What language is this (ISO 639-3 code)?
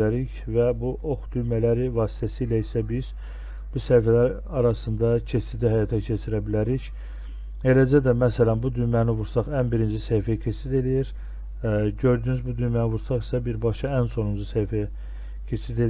aze